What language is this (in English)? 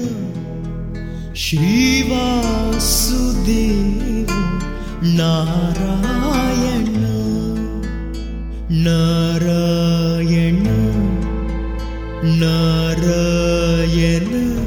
Kannada